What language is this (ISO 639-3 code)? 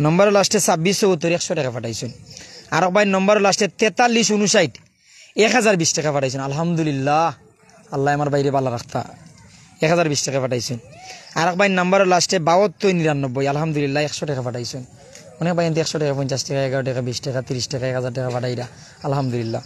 syl